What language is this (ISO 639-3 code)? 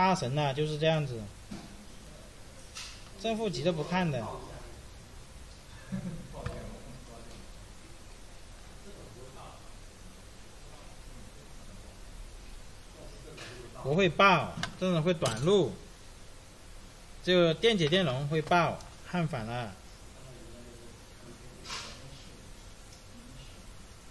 zho